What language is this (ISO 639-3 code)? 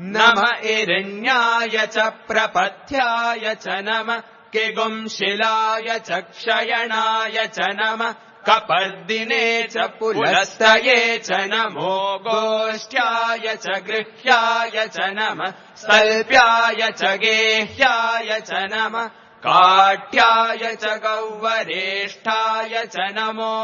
san